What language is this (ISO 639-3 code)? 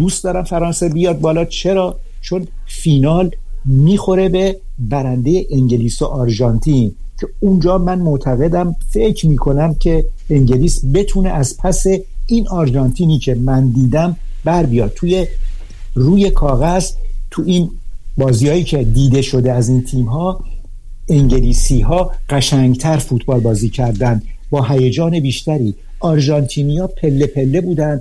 fas